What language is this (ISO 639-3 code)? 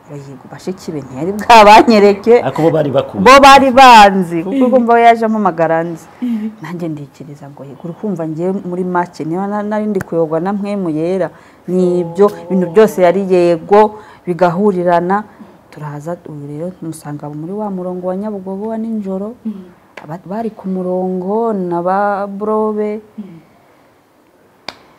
kin